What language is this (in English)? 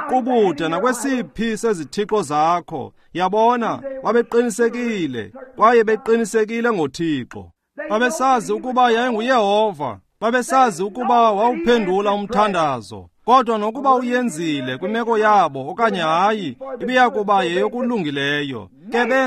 Xhosa